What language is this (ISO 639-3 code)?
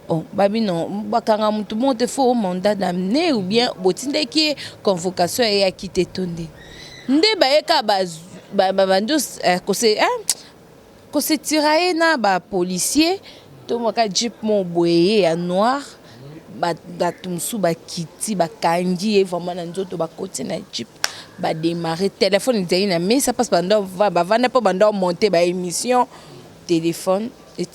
lin